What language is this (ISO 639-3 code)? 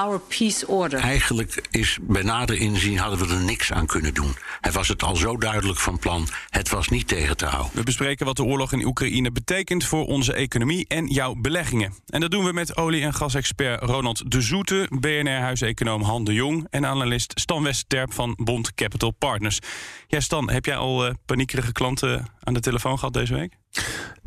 nld